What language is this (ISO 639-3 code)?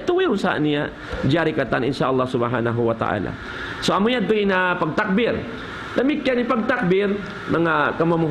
tsg